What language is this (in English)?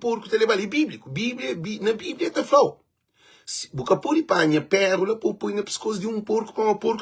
Kabuverdianu